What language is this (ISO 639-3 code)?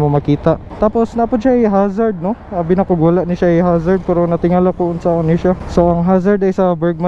ceb